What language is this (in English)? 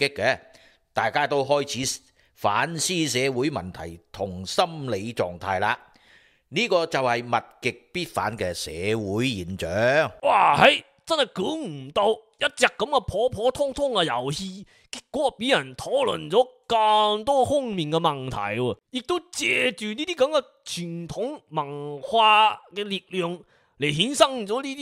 Cantonese